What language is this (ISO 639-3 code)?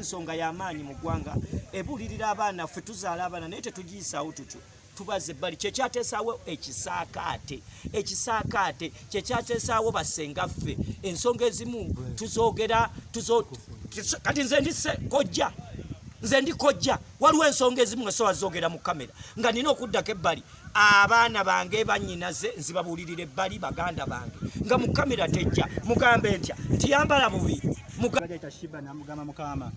lug